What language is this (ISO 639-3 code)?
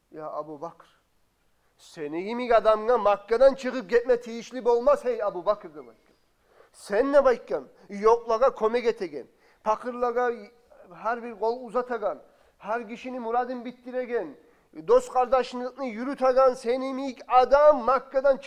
kum